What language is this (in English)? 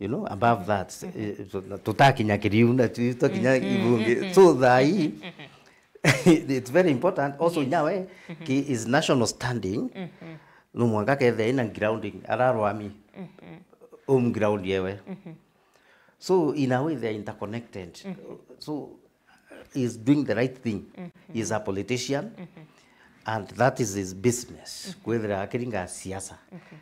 Meru